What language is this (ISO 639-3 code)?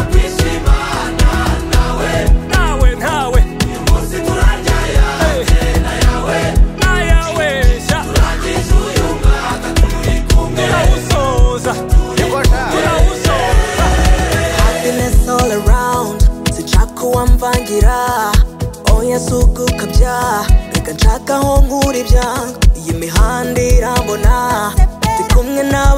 kin